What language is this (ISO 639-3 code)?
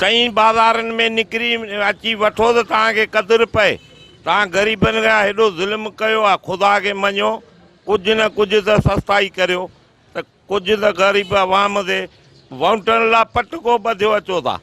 snd